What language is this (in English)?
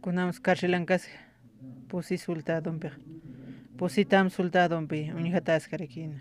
Aymara